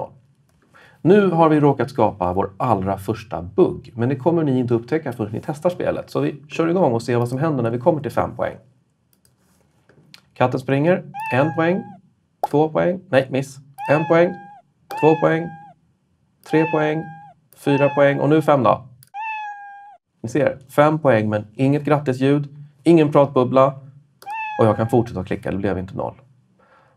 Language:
Swedish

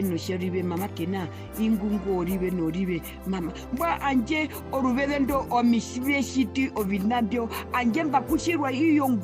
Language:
Herero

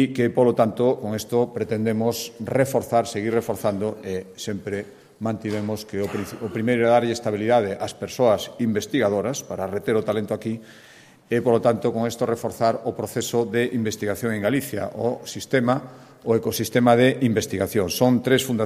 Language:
Galician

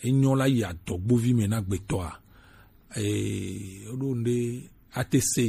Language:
Gen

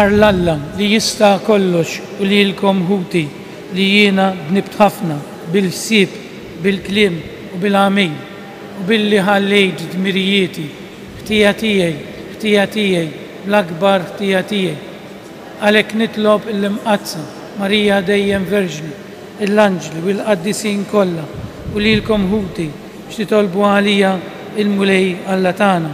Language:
Maltese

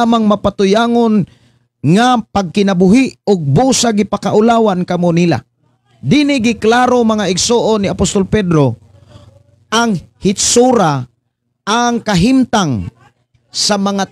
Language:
Cebuano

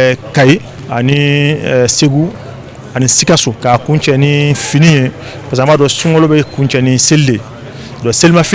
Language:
Bambara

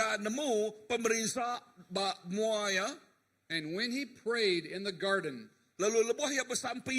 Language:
Iban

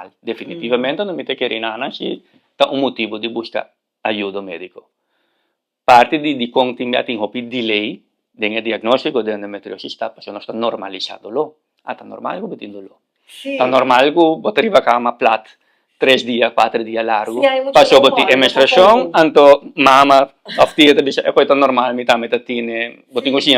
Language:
Papiamento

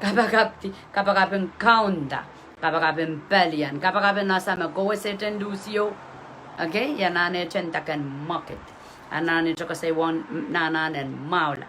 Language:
Pohnpeian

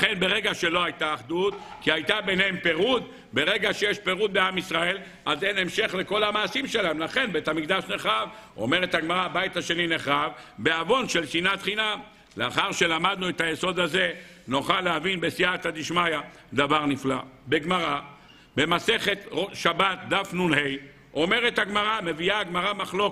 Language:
Hebrew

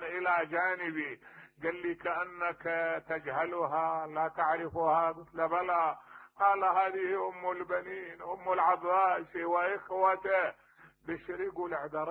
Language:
Mesopotamian Arabic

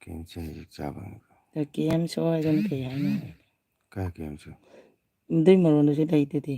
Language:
Manipuri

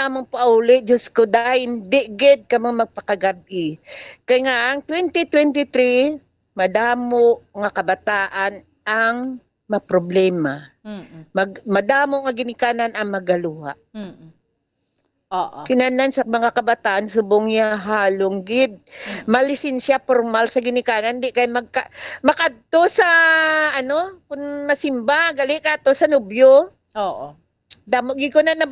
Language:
Hiligaynon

